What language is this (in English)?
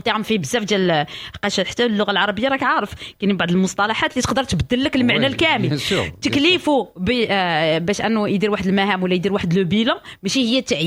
Moroccan Arabic